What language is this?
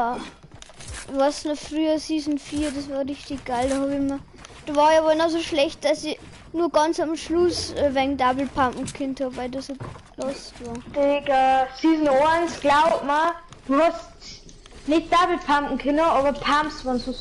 Bavarian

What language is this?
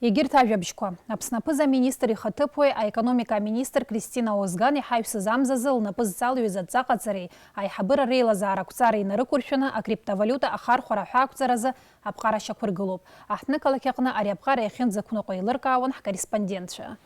Abkhazian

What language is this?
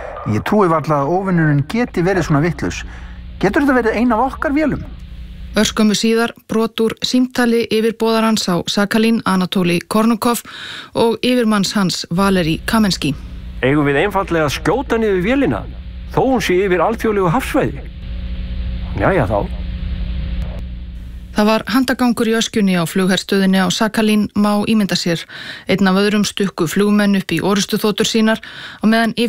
Icelandic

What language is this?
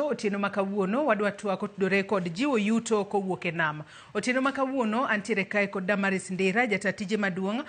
Luo (Kenya and Tanzania)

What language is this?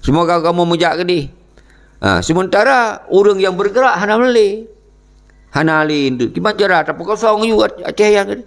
Achinese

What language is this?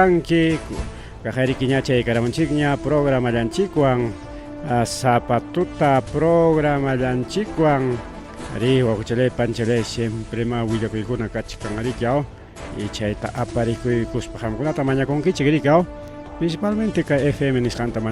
Ayacucho Quechua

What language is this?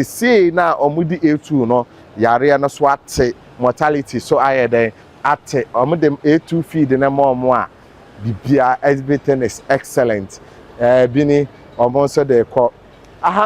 Akan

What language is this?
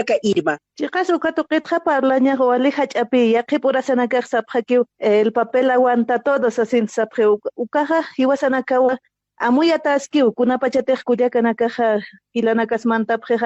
Aymara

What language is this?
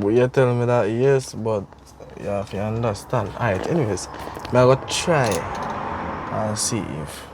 Jamaican Creole English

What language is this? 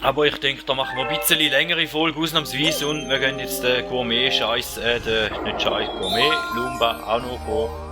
Swiss German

